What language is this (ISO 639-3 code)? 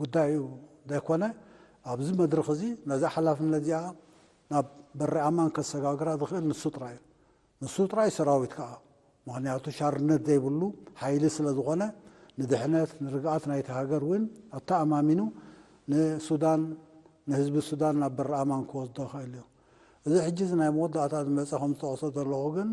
tir